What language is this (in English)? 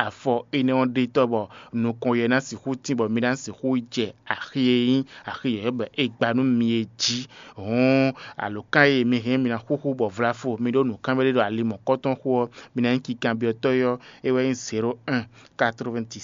Fon